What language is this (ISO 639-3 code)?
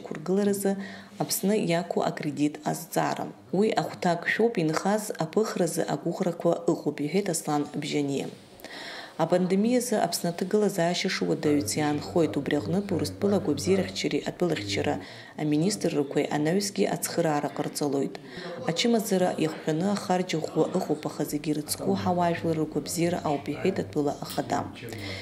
abk